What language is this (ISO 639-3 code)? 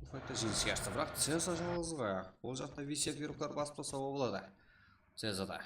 kaa